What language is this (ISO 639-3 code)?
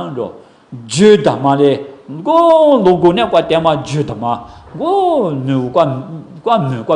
lis